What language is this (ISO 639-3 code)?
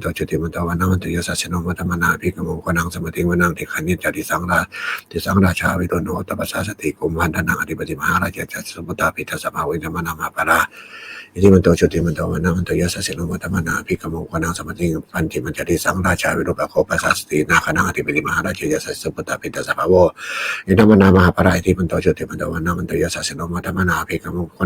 pli